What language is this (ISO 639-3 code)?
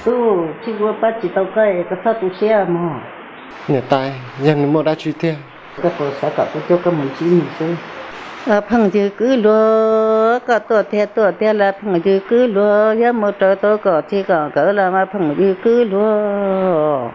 hmn